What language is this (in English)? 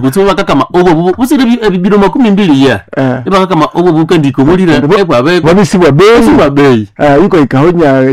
Nande